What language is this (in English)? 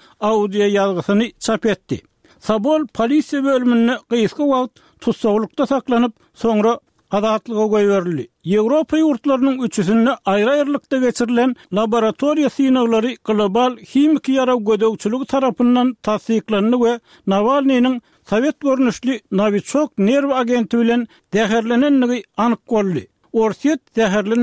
Turkmen